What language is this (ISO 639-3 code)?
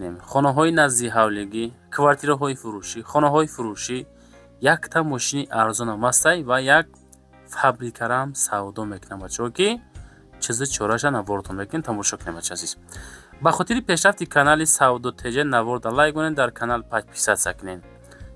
tgk